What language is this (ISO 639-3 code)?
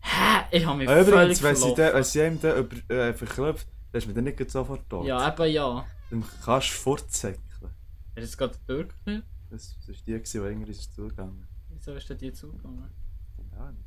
gsw